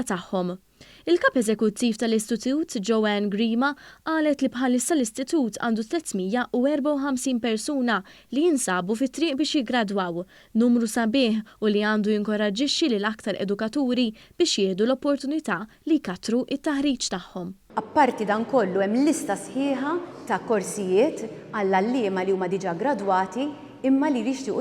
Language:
Maltese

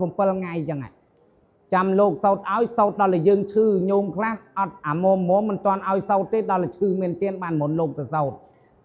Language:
Khmer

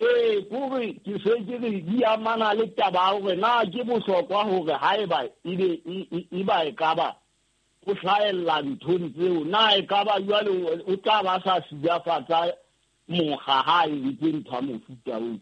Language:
Southern Sotho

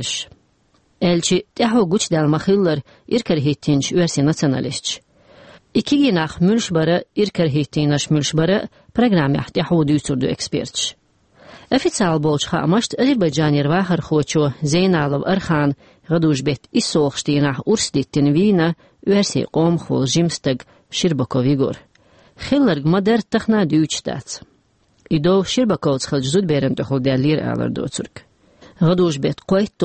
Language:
Chechen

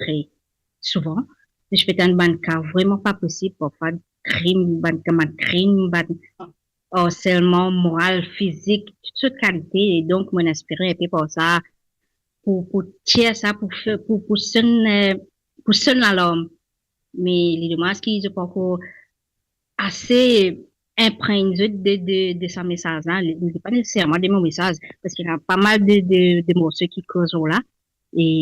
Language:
Morisyen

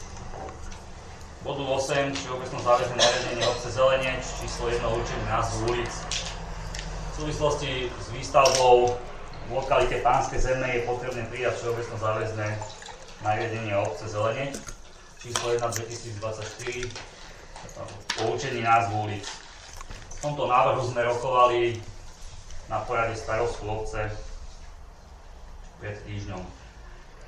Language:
Slovak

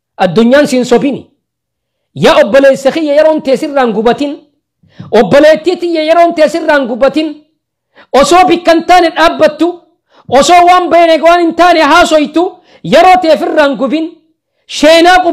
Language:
Oromo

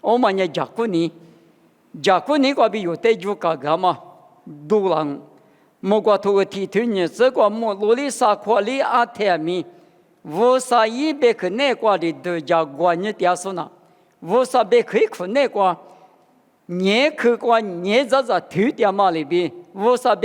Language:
Lisu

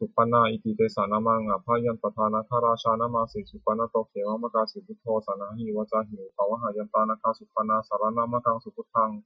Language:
Pali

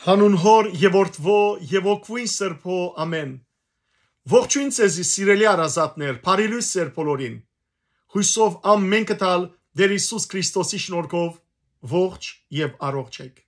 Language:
Western Armenian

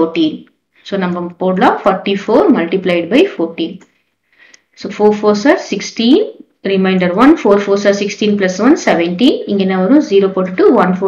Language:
Tamil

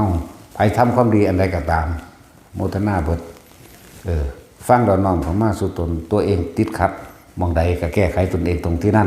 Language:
Northeastern Thai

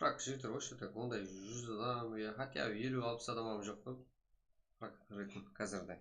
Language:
Kara-Kalpak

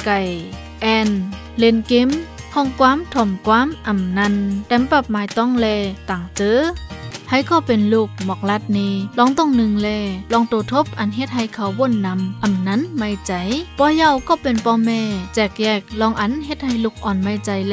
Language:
Shan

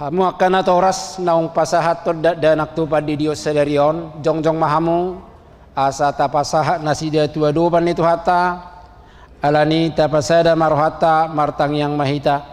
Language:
Batak Toba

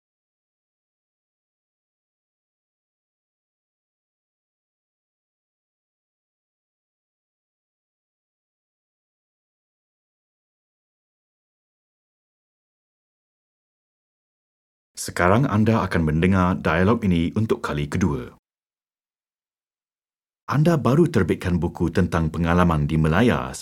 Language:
Malay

